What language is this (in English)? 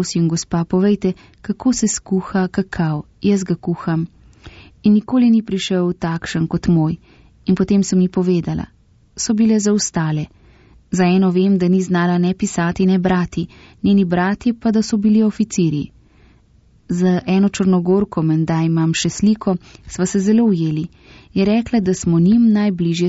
Slovenian